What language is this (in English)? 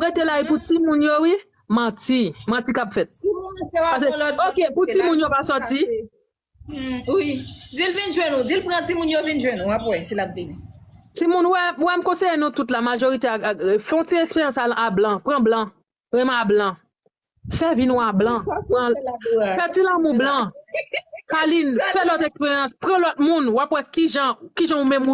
Haitian Creole